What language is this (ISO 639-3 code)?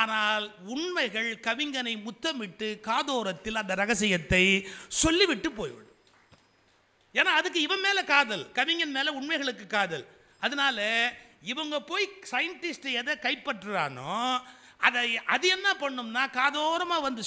tam